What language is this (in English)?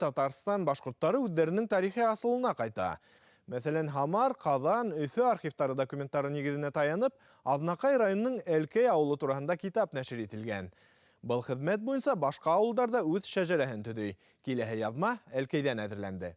Bashkir